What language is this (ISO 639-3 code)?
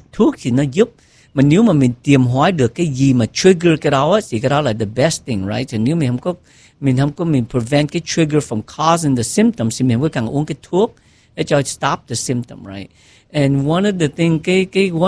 vie